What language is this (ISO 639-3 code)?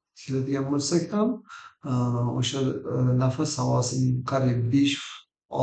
uzb